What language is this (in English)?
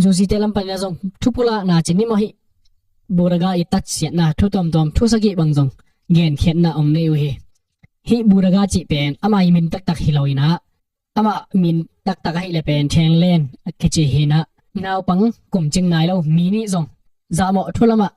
Tedim Chin